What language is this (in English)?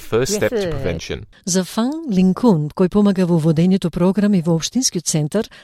Macedonian